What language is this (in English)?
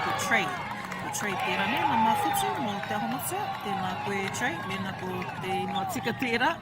Māori